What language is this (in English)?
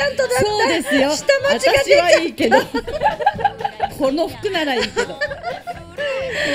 Japanese